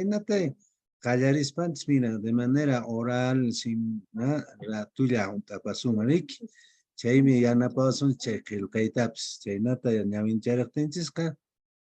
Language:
Quechua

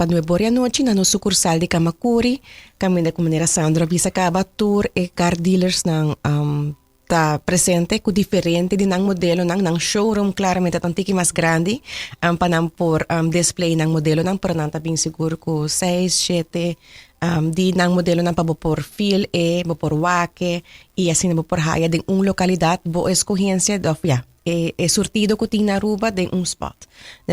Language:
Papiamento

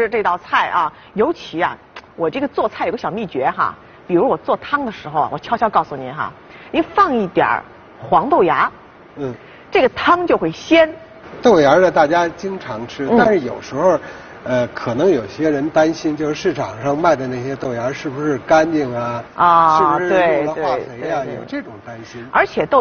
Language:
Chinese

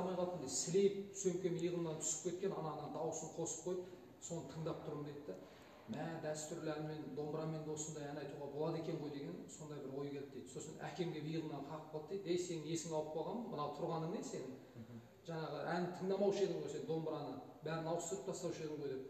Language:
Kazakh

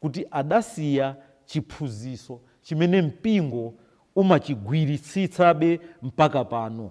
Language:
Nyanja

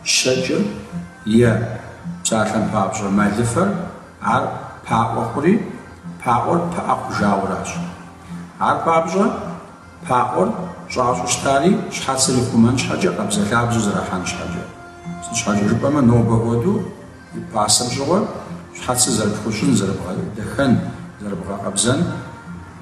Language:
Kabardian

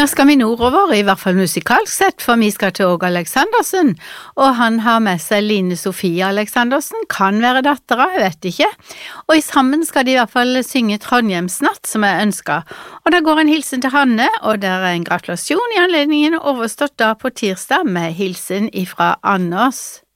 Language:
Norwegian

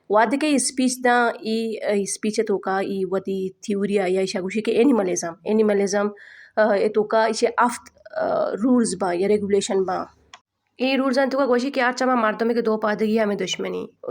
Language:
Baluchi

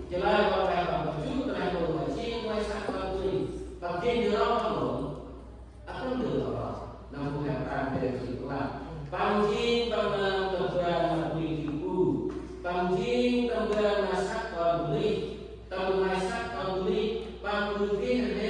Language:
Central Mnong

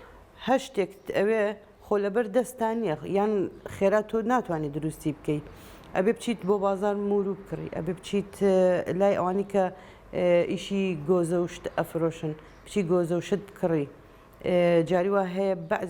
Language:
Central Kurdish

